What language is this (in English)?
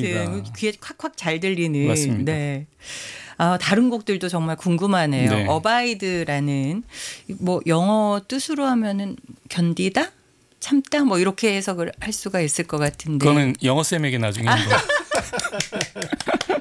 Korean